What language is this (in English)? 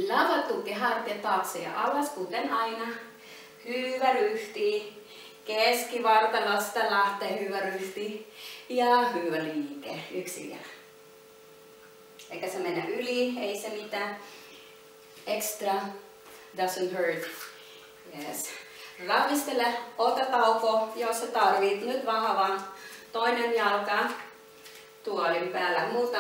Finnish